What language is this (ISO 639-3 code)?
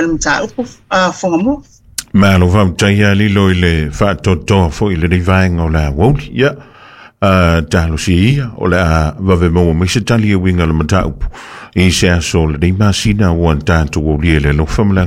smo